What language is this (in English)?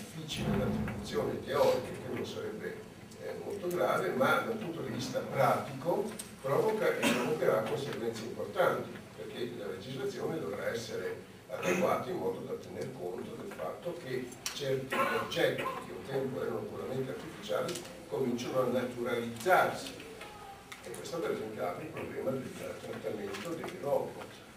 Italian